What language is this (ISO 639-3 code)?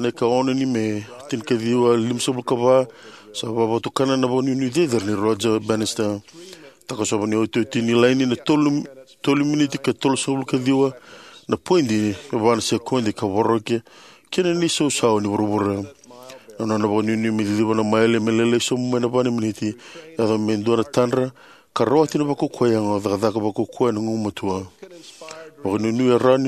fij